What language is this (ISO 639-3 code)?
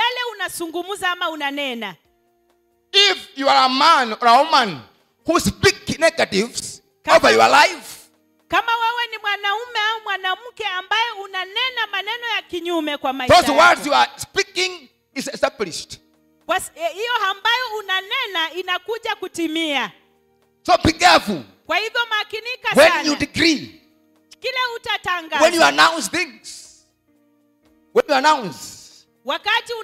swa